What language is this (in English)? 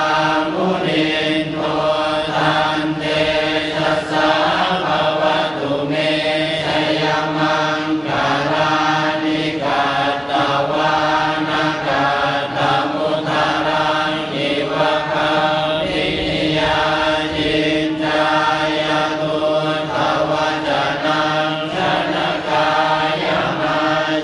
Pali